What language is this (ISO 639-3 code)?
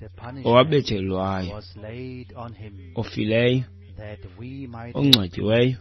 xho